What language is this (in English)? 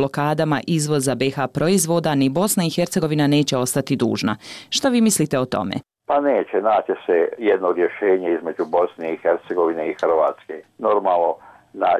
Bosnian